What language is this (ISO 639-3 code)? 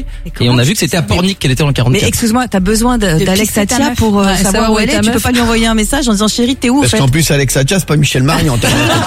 fra